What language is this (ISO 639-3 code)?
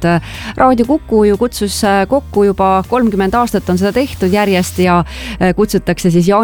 est